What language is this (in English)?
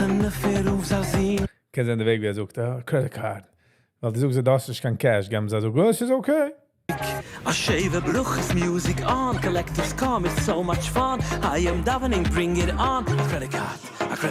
Yiddish